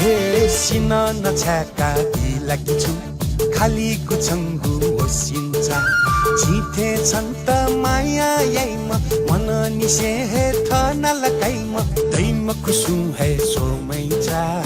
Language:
Newari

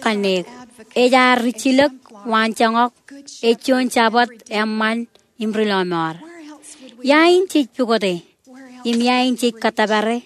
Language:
Marshallese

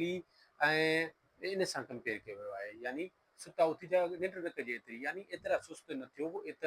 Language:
Sindhi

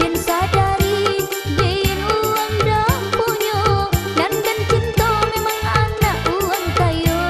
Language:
Minangkabau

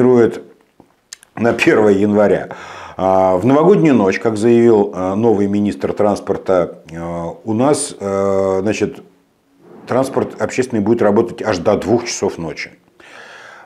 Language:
Russian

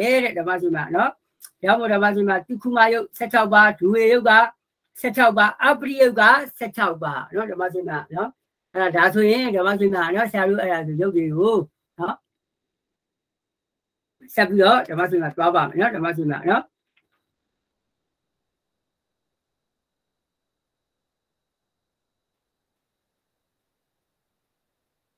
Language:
Burmese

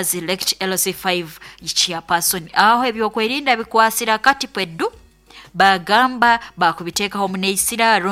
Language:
Nyoro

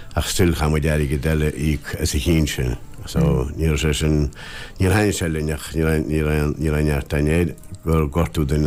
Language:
Irish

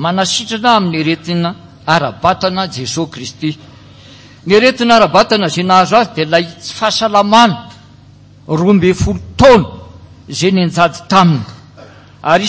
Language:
Malagasy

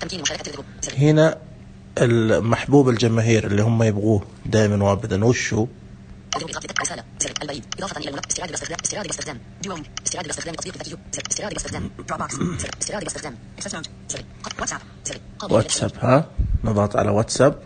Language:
Najdi Arabic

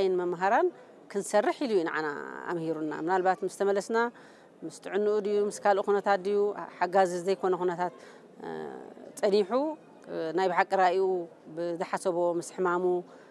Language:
Tigrinya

